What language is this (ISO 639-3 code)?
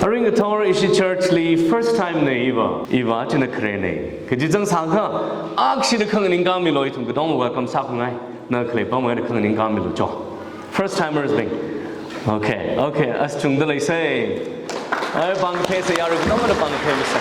nmf